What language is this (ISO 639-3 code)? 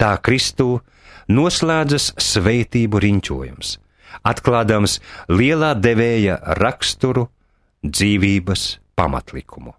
lav